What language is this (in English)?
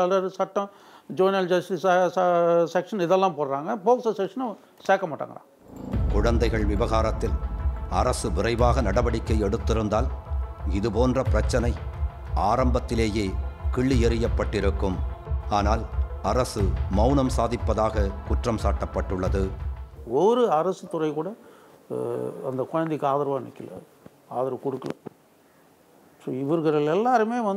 Tamil